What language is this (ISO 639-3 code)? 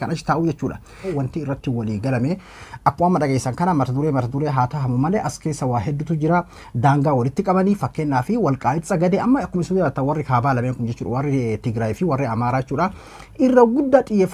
orm